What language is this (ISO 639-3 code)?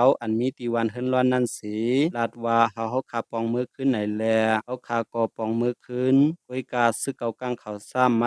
shn